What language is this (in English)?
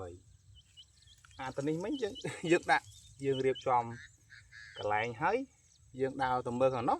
Khmer